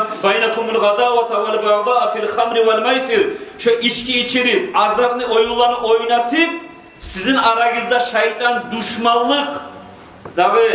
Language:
Kumyk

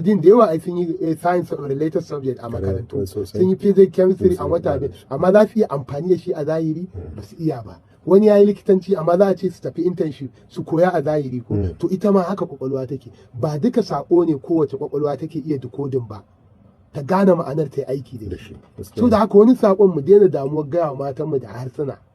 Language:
Hausa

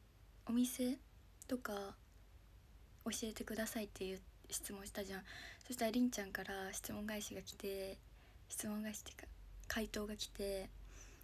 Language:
Japanese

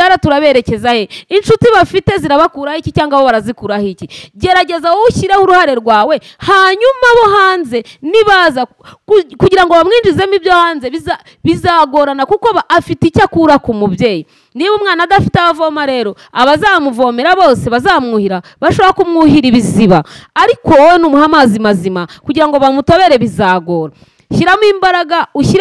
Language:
Kinyarwanda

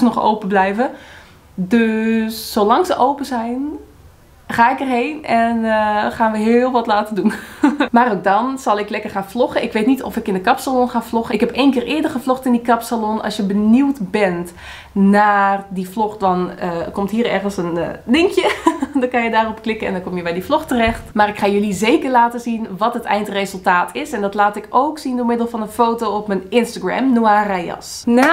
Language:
Dutch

